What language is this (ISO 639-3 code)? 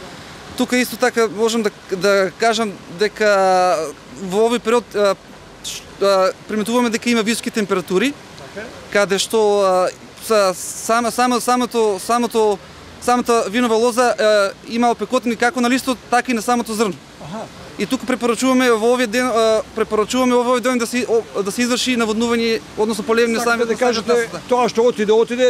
mkd